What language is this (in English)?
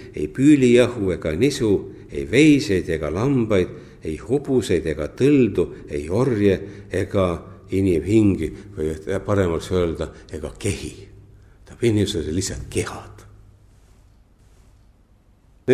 Estonian